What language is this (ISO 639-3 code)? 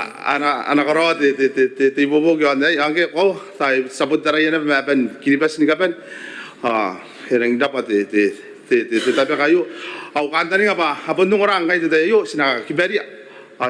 gil